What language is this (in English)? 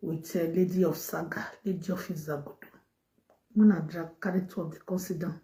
Nigerian Pidgin